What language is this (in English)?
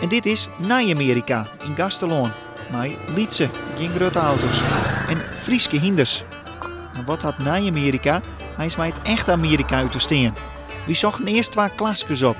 Western Frisian